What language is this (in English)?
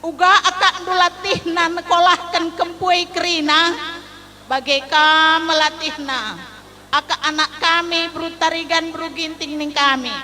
Batak Karo